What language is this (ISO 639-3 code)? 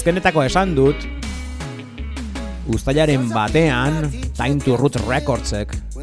eus